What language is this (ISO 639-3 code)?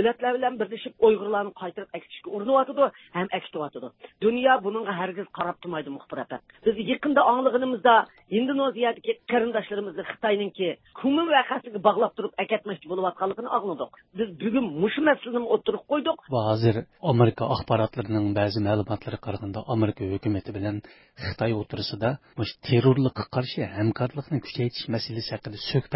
uig